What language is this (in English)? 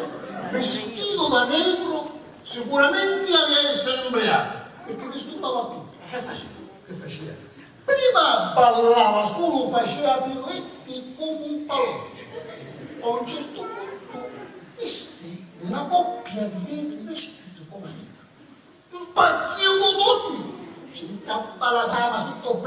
Sicilian